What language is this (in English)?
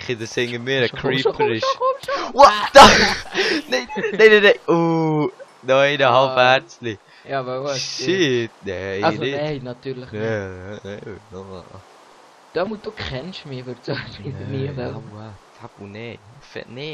Swiss German